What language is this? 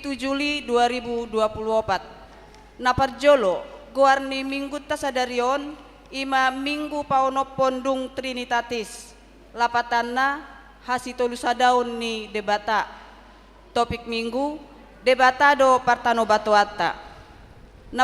Batak Toba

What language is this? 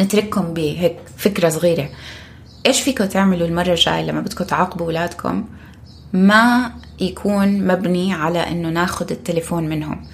North Levantine Arabic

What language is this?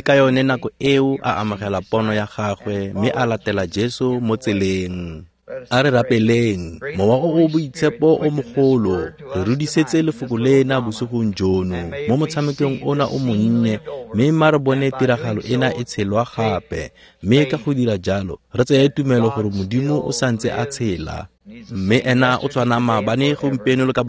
Tswana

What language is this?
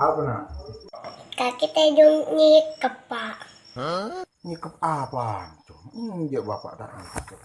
Madurese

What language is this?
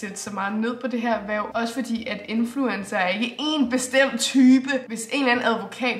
Danish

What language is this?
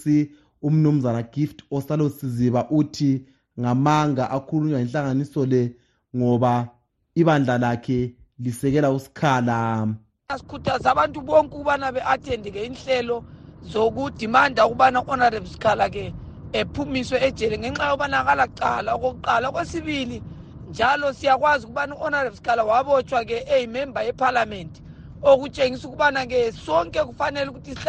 North Ndebele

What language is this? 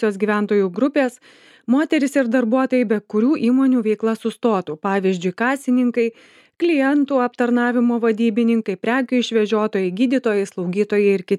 Lithuanian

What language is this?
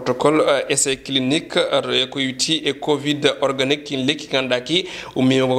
Fula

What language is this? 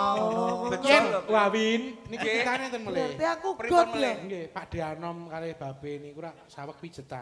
Javanese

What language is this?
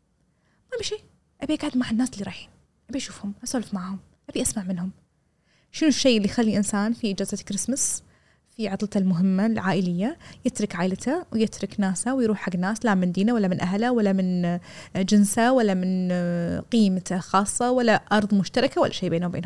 Gulf Arabic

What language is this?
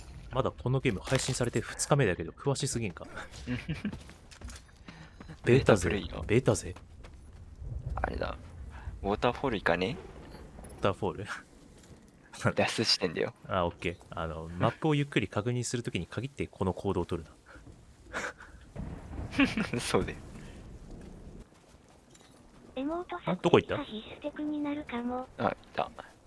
Japanese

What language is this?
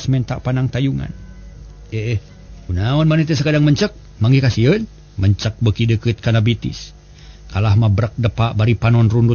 Sundanese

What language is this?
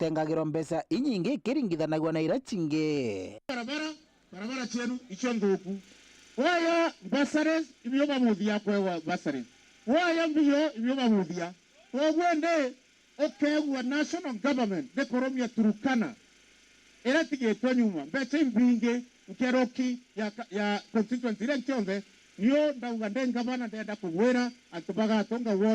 Meru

